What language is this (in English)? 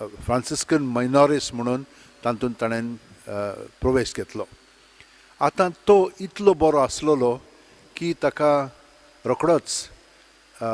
Konkani